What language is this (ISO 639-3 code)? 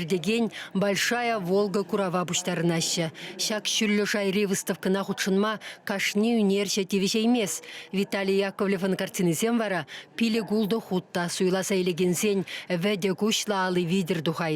chv